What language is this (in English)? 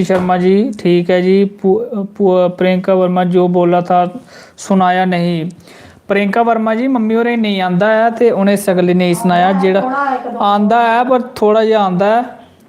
Dogri